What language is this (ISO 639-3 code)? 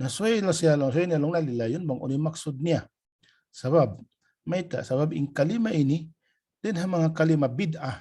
tsg